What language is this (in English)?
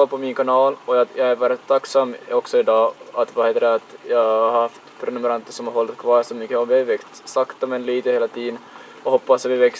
Swedish